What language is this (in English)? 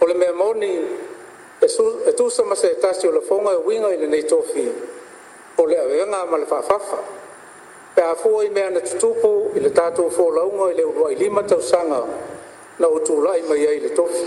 Samoan